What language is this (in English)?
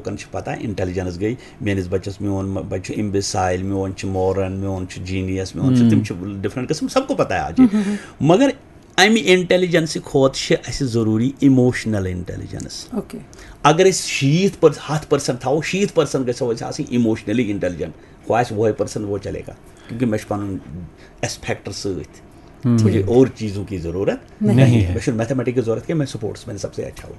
Kashmiri